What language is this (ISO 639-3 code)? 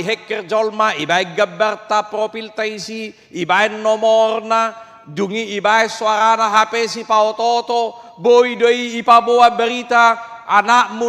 bbc